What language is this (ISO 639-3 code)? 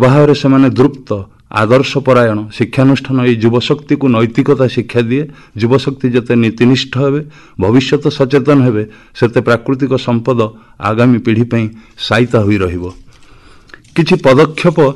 ori